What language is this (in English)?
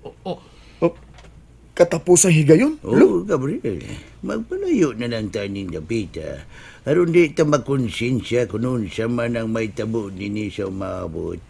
Cebuano